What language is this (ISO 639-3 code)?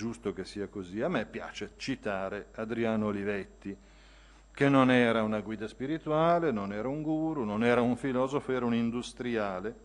ita